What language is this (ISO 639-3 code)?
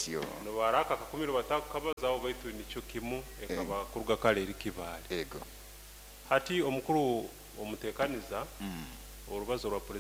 nyo